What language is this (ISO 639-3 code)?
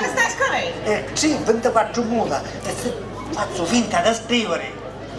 scn